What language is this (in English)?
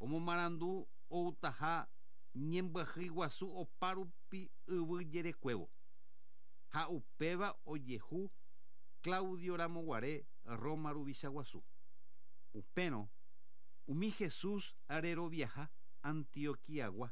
Guarani